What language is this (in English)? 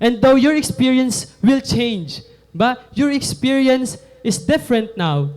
Waray